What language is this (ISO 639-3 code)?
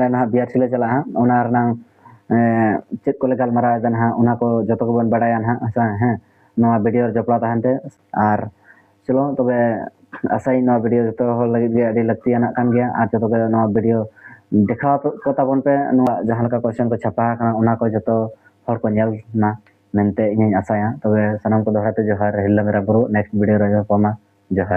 sat